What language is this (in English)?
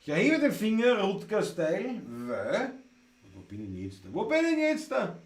Bavarian